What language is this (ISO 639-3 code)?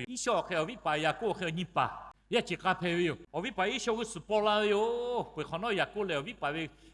lhu